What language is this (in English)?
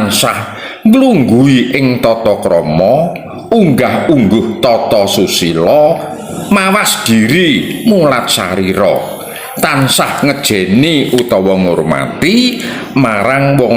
Javanese